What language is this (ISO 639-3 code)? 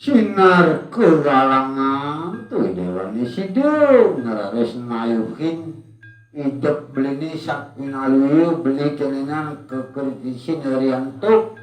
ban